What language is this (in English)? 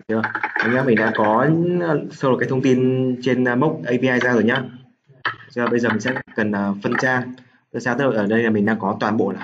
Vietnamese